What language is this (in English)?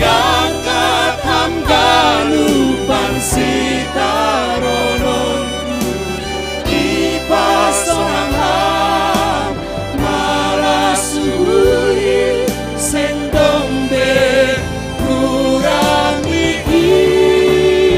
Batak Simalungun